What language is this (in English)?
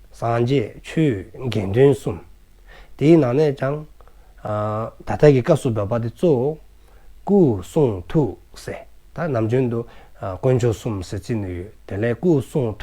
Dzongkha